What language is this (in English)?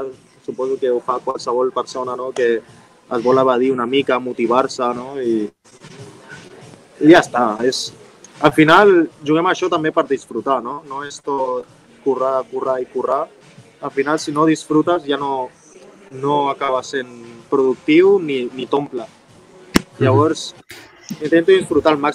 Catalan